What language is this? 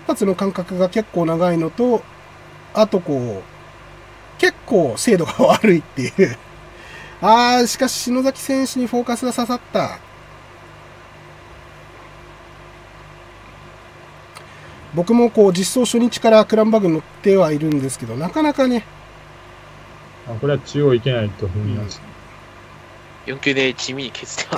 Japanese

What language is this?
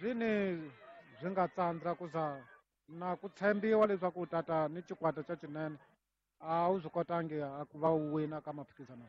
Tsonga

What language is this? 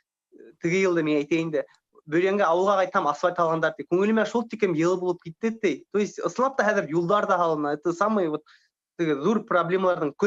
Bashkir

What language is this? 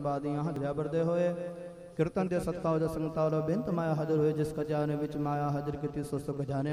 Punjabi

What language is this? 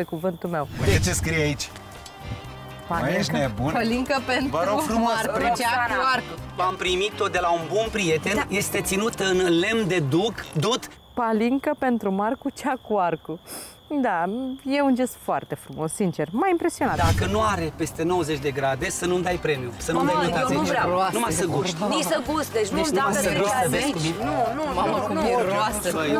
Romanian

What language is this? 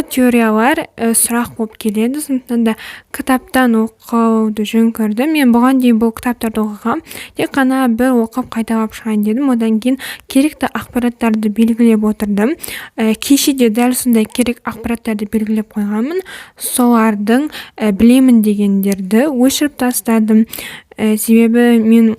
Kazakh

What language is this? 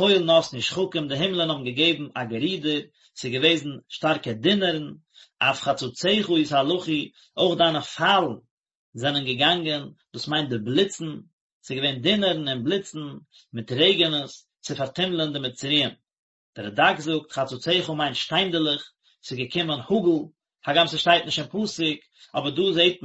Yiddish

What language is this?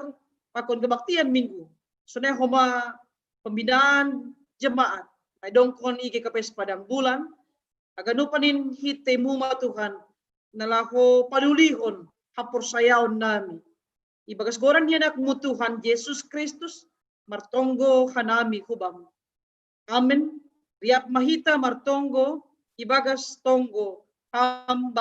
Batak Simalungun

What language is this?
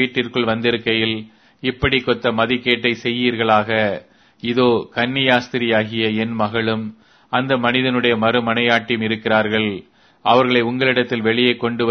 Tamil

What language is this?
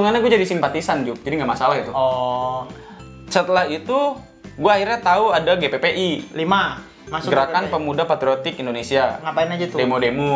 Indonesian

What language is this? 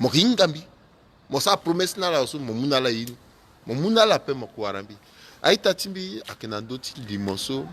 Sango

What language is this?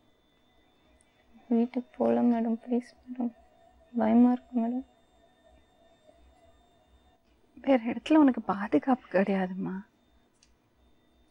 Tamil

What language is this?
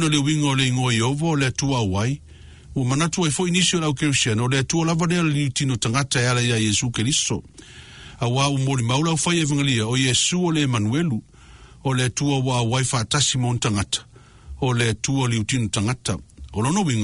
Samoan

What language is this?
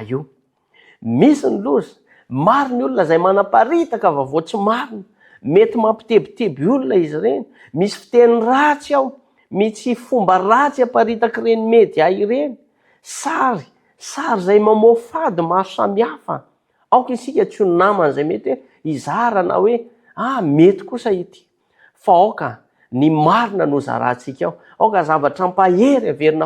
Malagasy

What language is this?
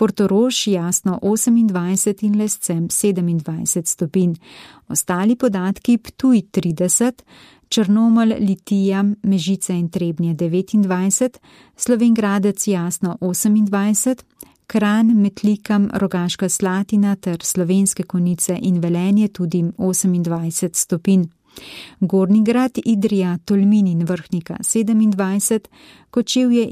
Slovenian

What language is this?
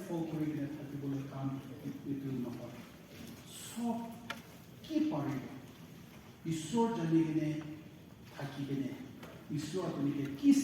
Naga Pidgin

